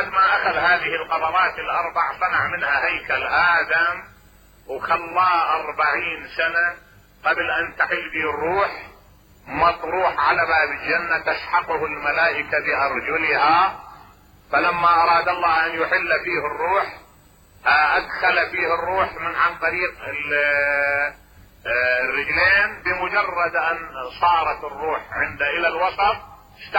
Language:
Mesopotamian Arabic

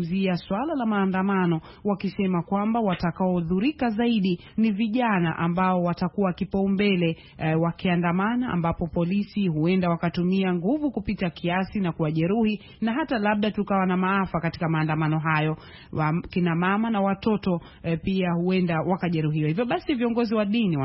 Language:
Swahili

